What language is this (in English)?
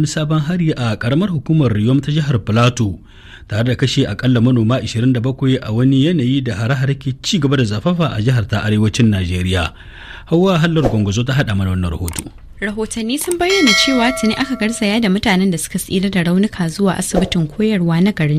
Hausa